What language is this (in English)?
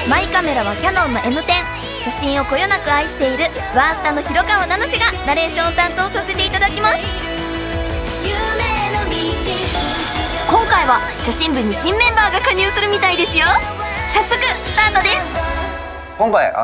Japanese